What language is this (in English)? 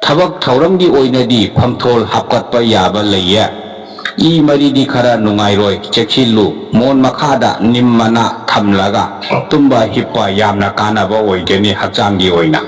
Manipuri